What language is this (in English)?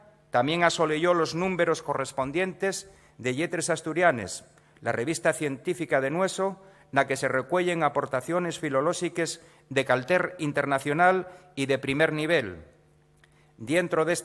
Asturian